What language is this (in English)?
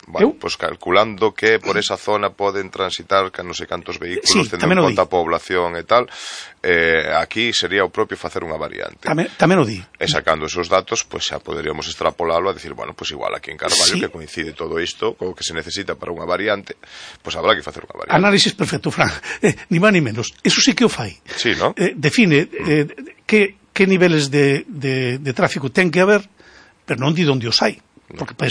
Galician